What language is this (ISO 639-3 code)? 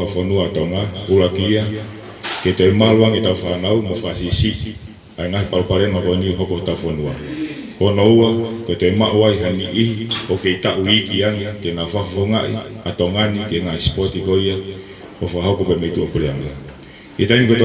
ton